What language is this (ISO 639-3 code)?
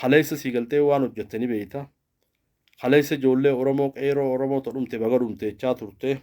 orm